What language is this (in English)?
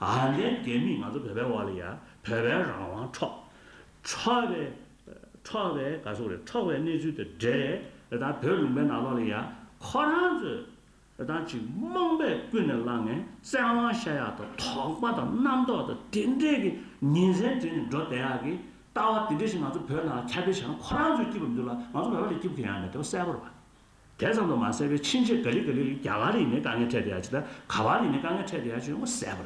Tibetan